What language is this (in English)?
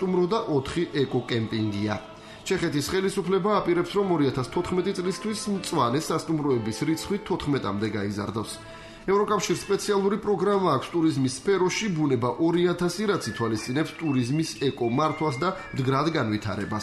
Georgian